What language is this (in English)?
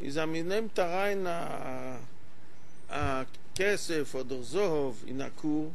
Yiddish